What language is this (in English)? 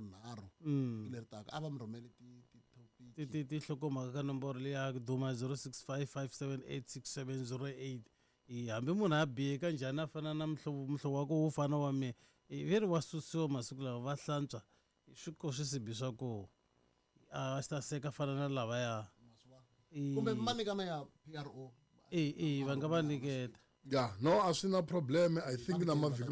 Tsonga